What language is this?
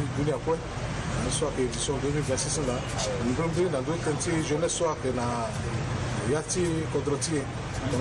Sango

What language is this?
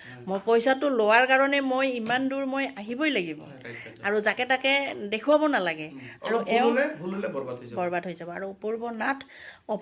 Assamese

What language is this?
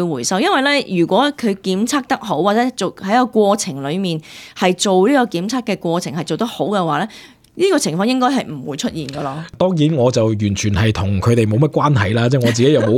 Cantonese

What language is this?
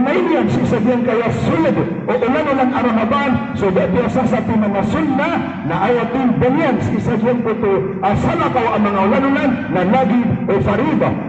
Maranao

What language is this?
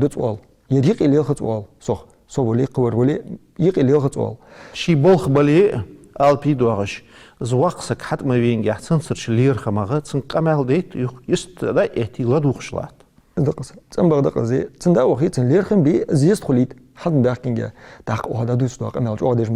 Ingush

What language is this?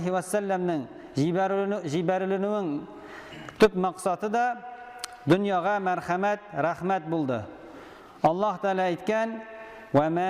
Tatar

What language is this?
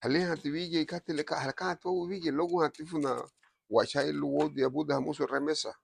Garifuna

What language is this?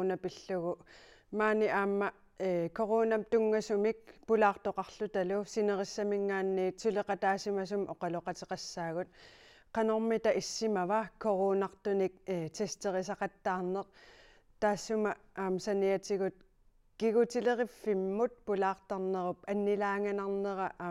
Kalaallisut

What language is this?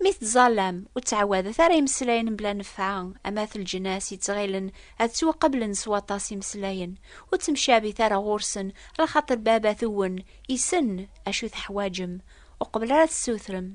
Kabyle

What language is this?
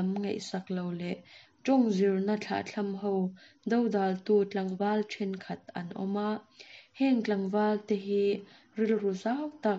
Mizo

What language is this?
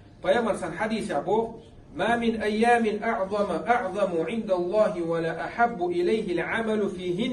Chechen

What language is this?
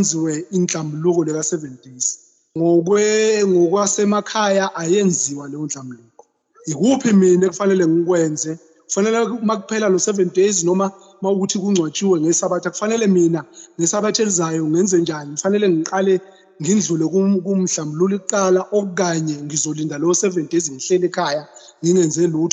Zulu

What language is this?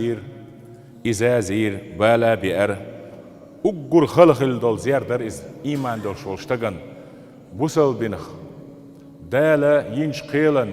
Chechen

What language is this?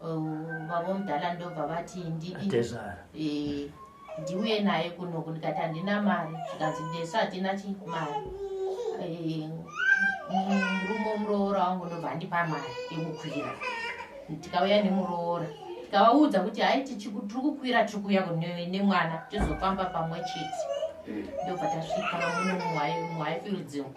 Shona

